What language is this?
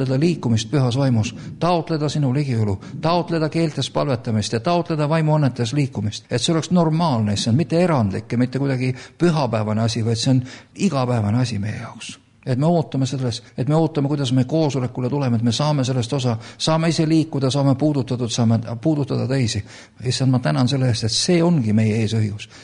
Estonian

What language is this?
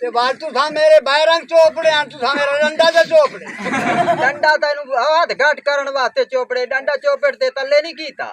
Saraiki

